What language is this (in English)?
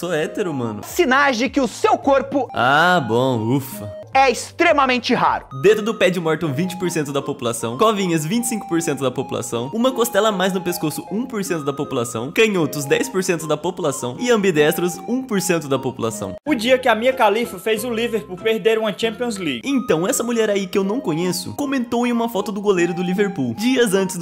Portuguese